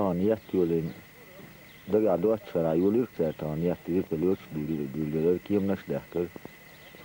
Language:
Chechen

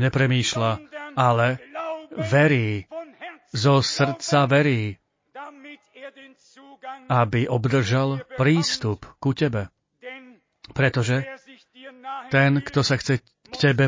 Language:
Slovak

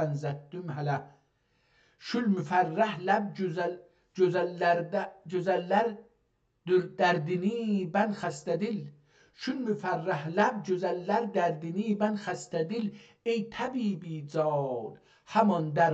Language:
South Azerbaijani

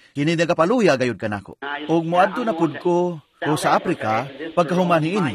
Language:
Cebuano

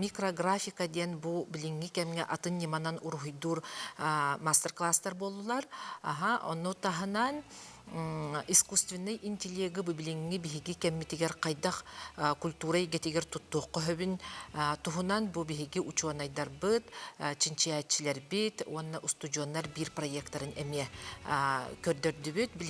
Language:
Yakut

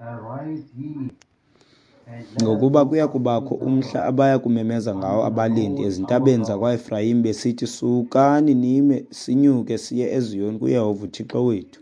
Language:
Xhosa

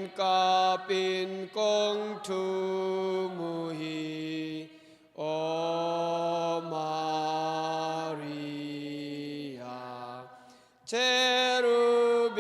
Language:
Tedim Chin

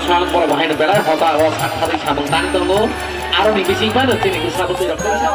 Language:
Kok Borok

